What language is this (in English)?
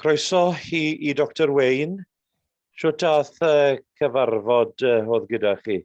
Welsh